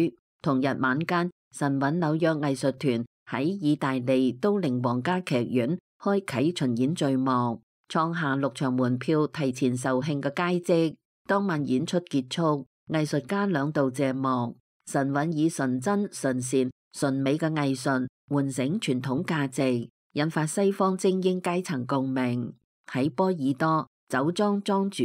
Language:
Cantonese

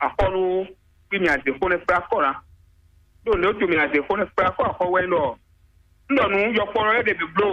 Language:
Fon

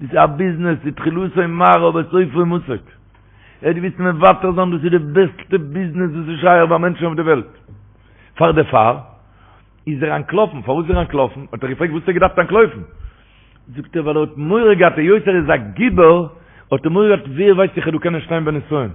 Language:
Yiddish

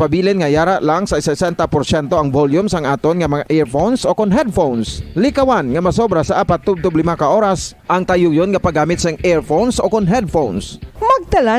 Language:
Hiligaynon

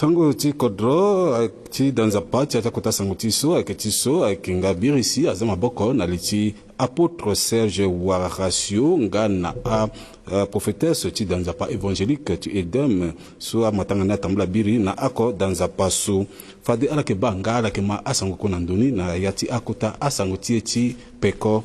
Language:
Sango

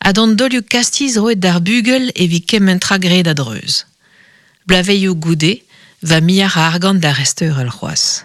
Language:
Breton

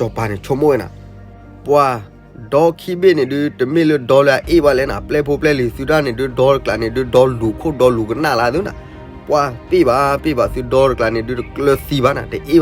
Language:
S'gaw Karen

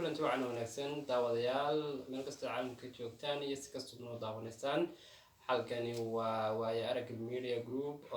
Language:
Somali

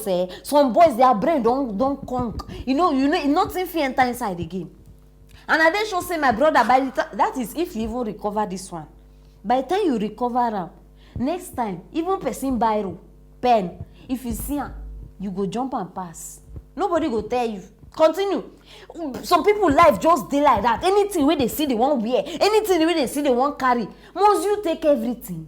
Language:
Nigerian Pidgin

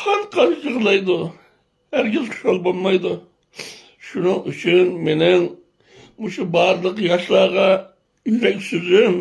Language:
Uyghur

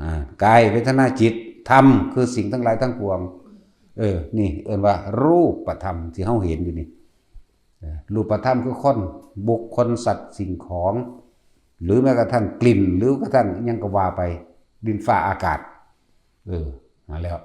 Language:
Northeastern Thai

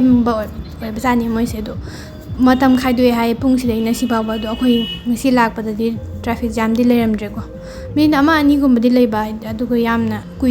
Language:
Manipuri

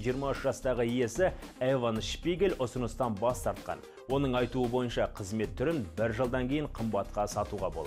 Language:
Kazakh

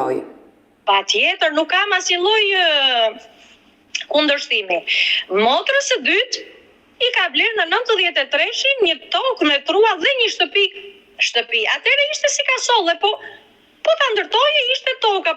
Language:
Albanian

